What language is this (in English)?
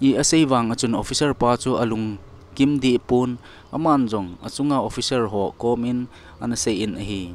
Thado Chin